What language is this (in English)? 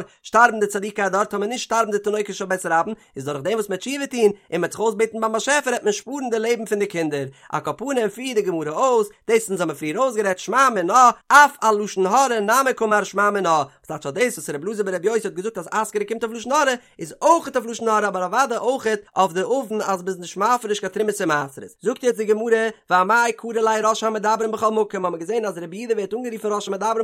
Yiddish